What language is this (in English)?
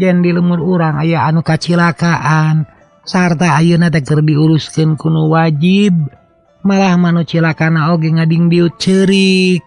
Sundanese